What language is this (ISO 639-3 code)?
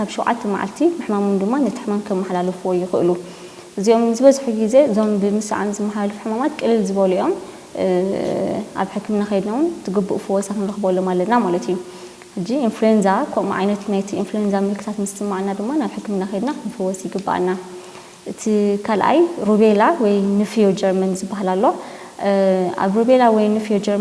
tir